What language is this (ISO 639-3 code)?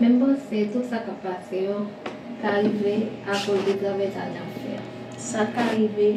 hat